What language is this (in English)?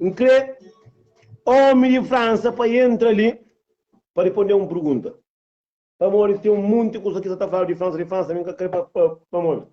Kabuverdianu